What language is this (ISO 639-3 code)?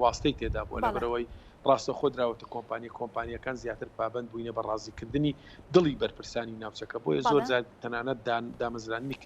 ckb